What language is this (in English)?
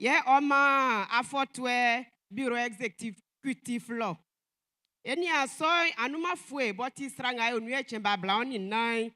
Baoulé